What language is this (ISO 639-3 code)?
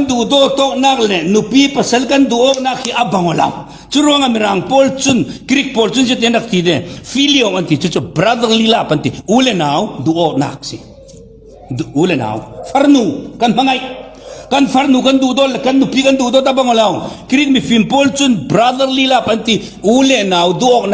cfm